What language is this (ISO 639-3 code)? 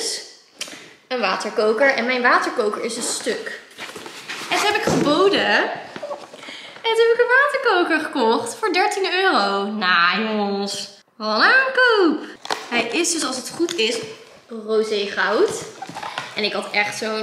nld